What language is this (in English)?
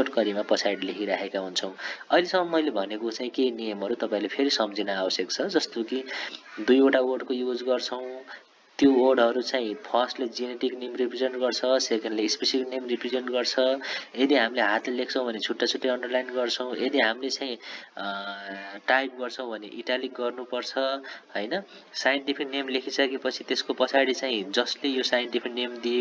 Nepali